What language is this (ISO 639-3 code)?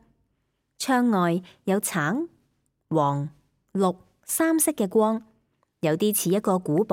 yue